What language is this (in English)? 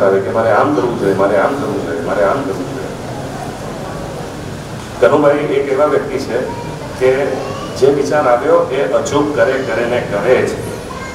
Gujarati